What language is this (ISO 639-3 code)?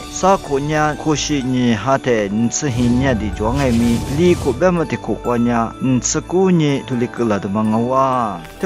lis